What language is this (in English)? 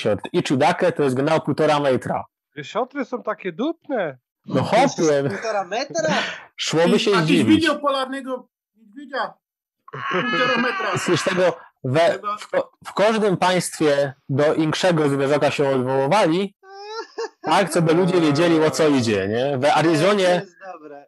Silesian